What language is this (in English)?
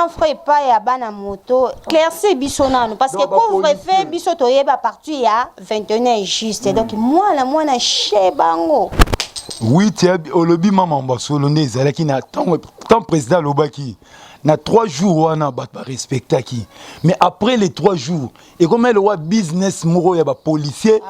Lingala